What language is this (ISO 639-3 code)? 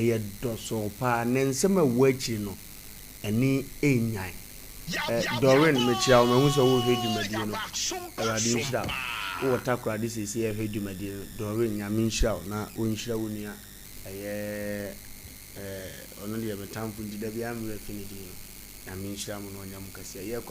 aka